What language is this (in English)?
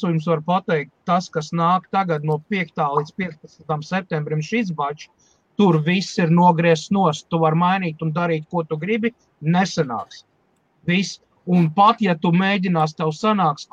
Latvian